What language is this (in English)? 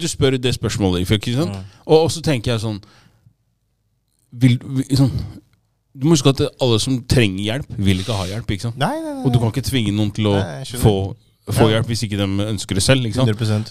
Norwegian